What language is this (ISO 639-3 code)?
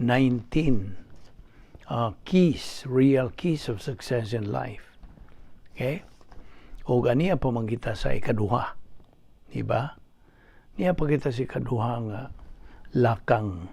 ceb